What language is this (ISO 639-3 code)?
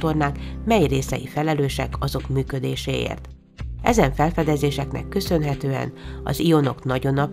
hun